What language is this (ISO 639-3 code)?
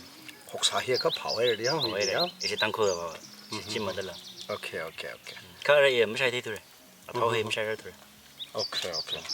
nmf